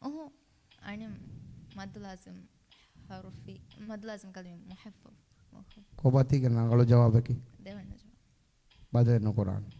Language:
Divehi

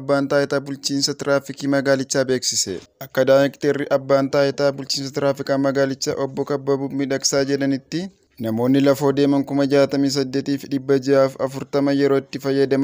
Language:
Oromo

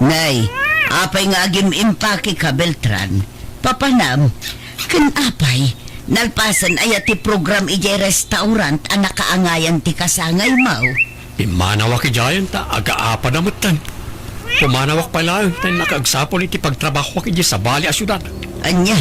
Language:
Iloko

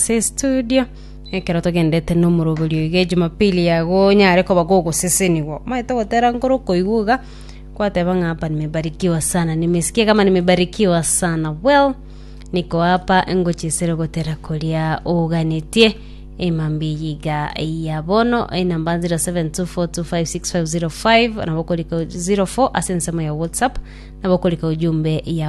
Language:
Gusii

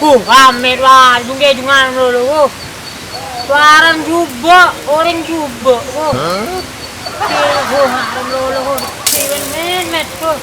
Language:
Madurese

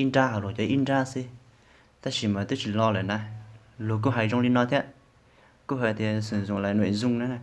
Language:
Hmong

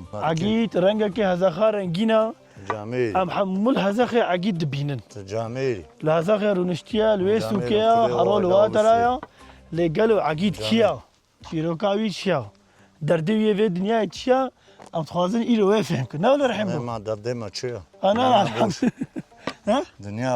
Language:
Kurdish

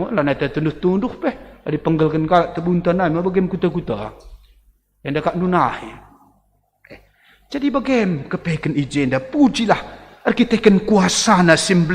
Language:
Batak Karo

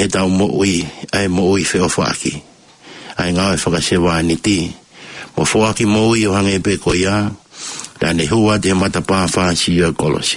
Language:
Tongan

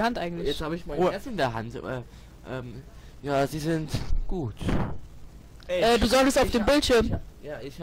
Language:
German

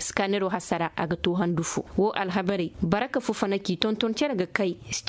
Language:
Koyraboro Senni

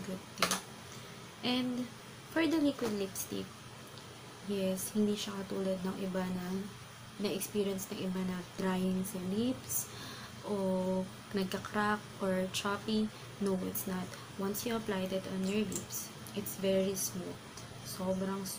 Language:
Filipino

